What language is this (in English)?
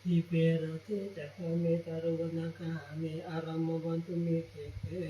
Pali